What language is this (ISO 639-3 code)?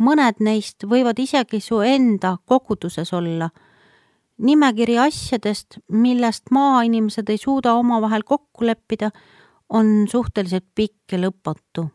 est